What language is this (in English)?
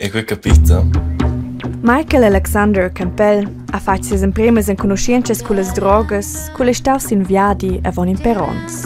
Romansh